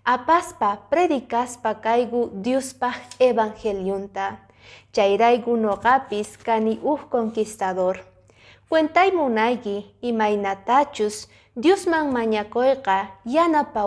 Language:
Quechua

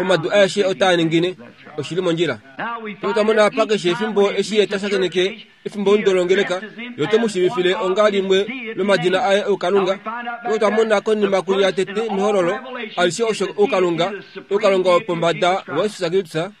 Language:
Kuanyama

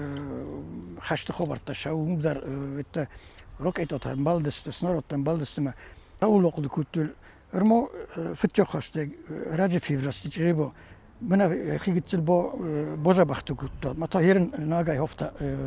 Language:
Ossetic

